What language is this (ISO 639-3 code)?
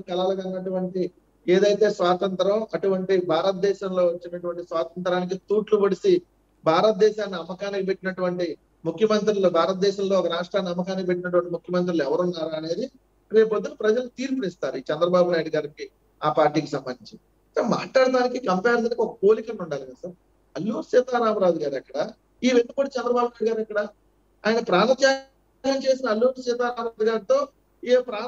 tel